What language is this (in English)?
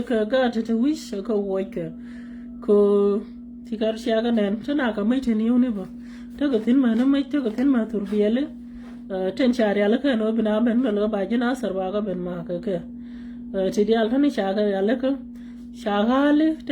Nuer